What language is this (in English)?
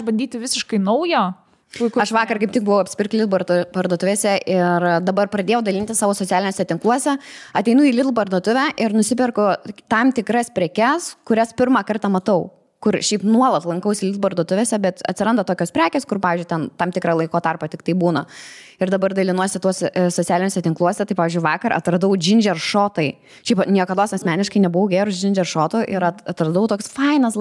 Lithuanian